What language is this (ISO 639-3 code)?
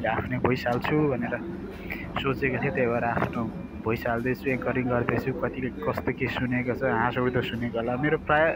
nep